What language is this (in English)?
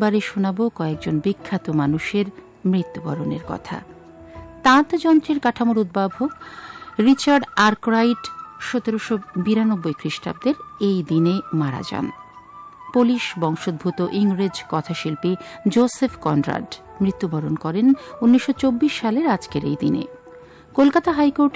Bangla